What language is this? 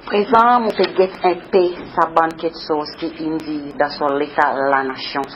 Seselwa Creole French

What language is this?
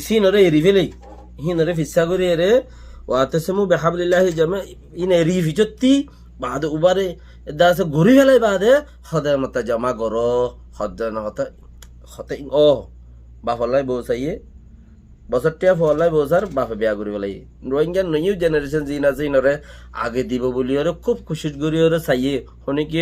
Rohingya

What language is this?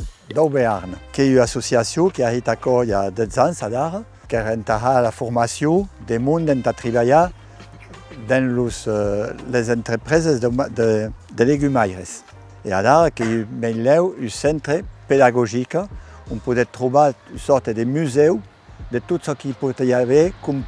Occitan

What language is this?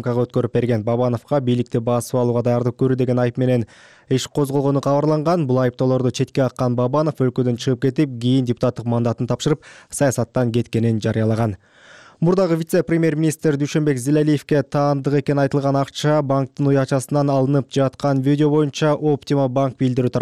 Kyrgyz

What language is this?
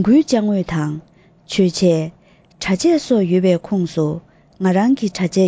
Tibetan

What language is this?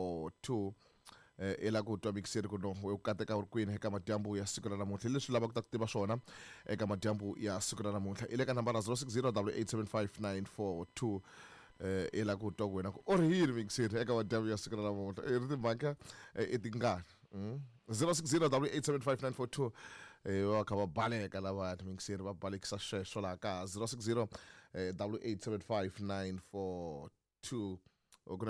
Tsonga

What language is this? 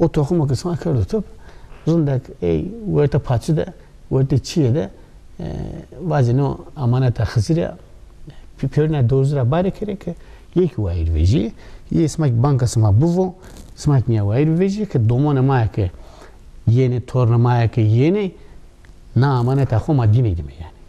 Zaza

